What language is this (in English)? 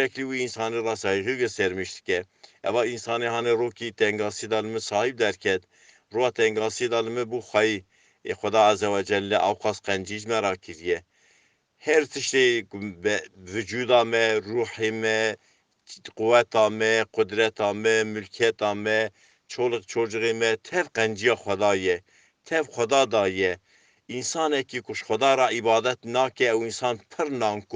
Kurdish